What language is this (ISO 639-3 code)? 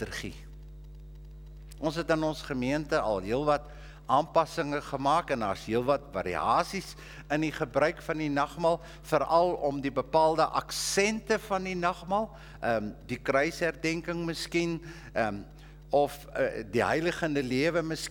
afr